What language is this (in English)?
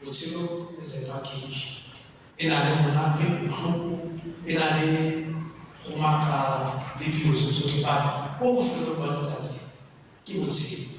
Tswana